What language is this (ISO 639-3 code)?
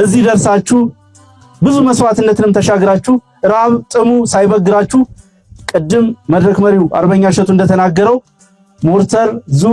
amh